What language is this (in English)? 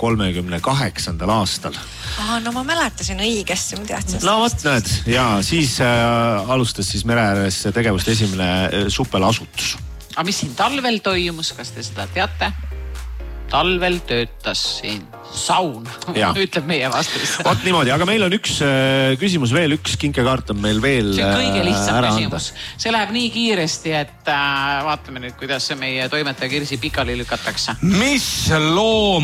Estonian